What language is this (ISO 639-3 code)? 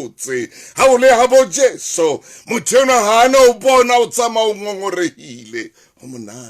sot